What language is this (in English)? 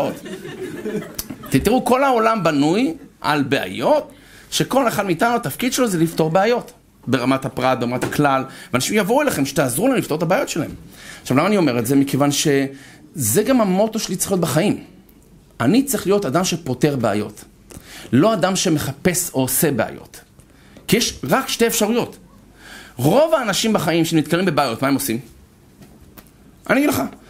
Hebrew